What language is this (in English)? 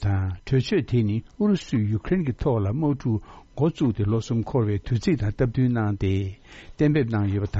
Tibetan